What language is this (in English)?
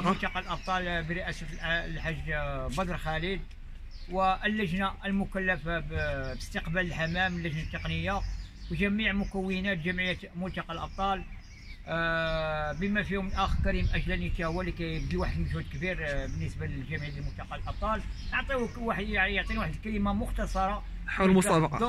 Moroccan Arabic